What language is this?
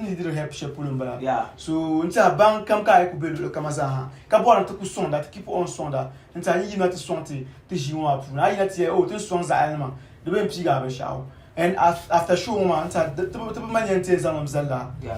Dagbani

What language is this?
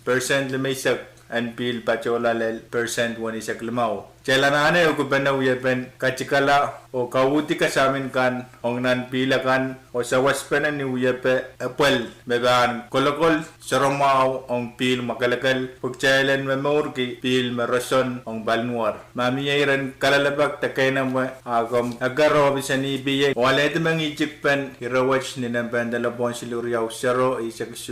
Pohnpeian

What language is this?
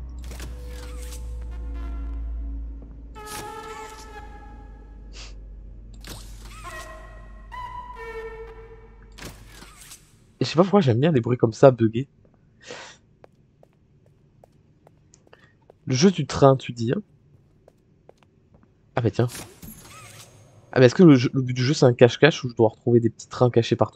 French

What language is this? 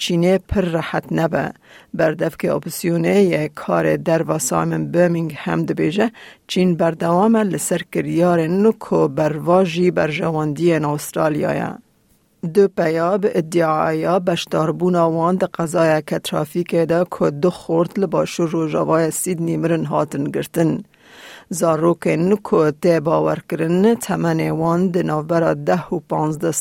Kurdish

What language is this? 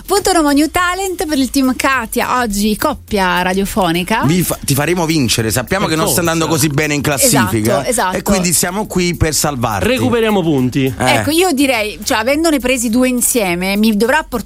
Italian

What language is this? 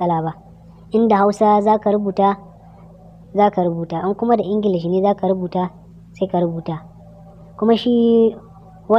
Hausa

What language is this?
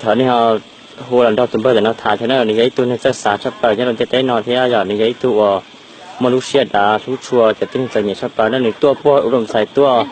Hmong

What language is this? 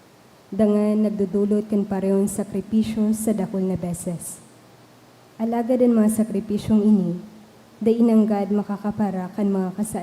Bikol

